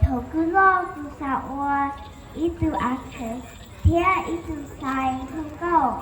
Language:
Hmong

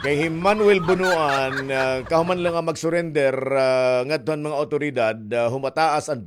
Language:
Waray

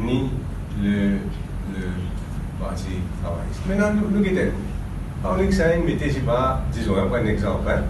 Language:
Morisyen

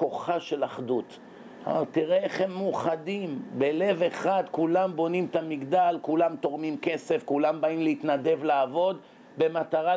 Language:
Hebrew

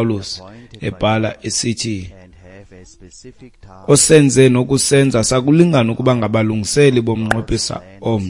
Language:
Xhosa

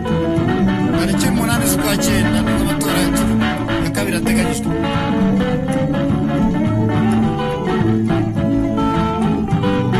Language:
Kinyarwanda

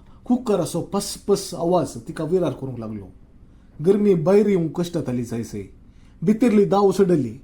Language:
Konkani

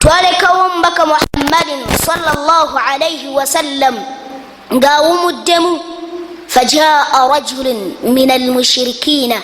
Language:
Ganda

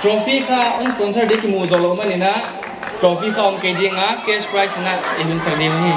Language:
Paite Chin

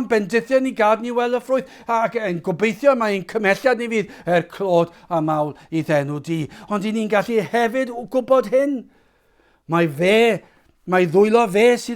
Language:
Welsh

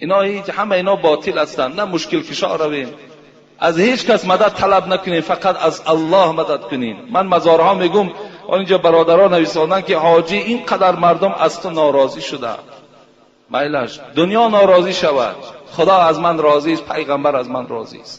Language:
Tajik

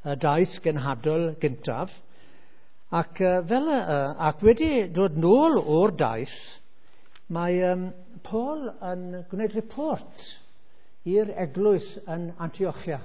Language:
Welsh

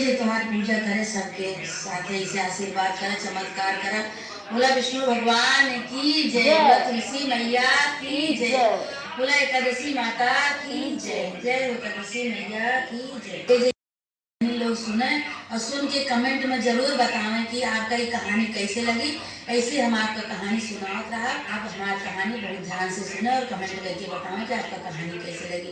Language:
Awadhi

